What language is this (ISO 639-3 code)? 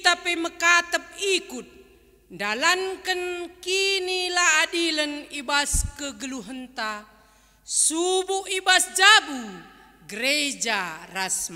btx